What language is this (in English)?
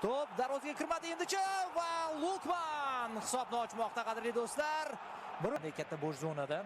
Uzbek